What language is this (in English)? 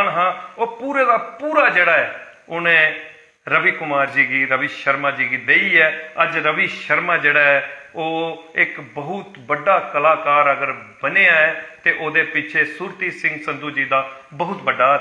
Dogri